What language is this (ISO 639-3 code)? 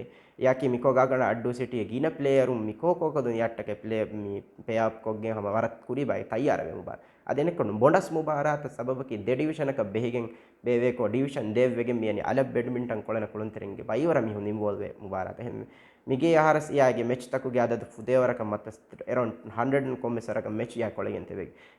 div